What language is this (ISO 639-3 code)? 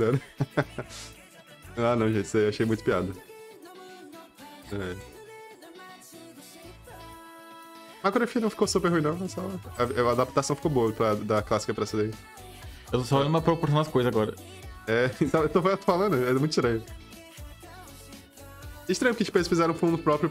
por